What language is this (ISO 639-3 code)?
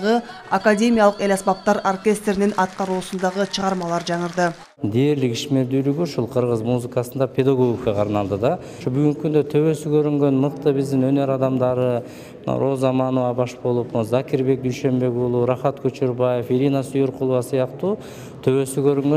kir